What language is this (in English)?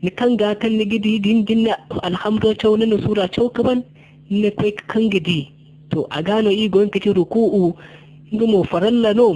Zarma